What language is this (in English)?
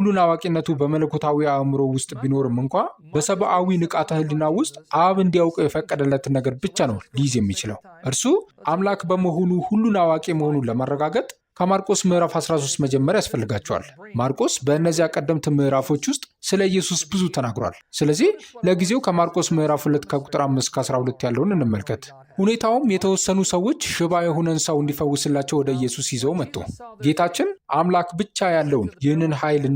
Amharic